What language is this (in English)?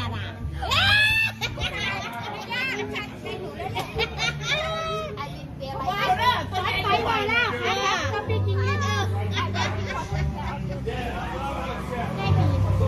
Thai